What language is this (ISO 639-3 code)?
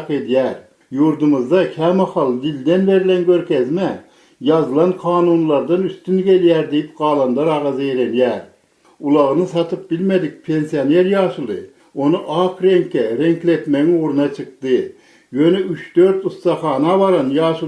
tuk